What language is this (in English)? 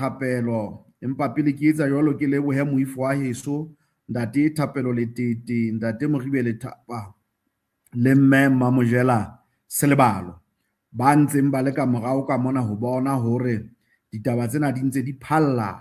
Southern Sotho